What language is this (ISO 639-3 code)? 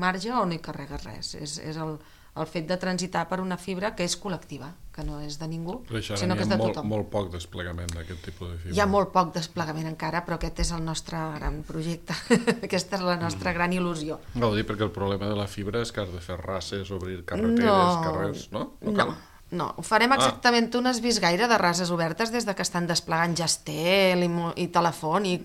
cat